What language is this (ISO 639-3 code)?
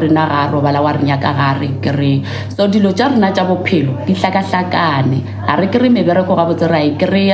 nso